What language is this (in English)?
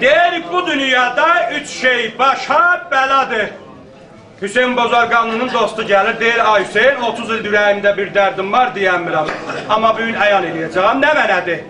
South Azerbaijani